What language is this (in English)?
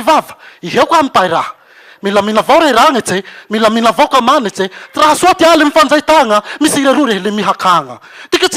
Malagasy